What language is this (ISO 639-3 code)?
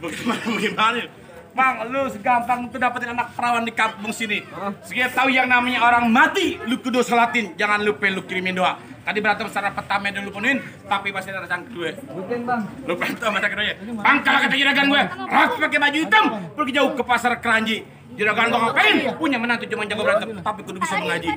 bew